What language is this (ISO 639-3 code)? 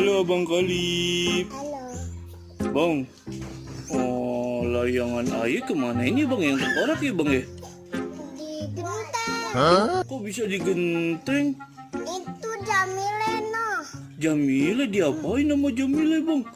bew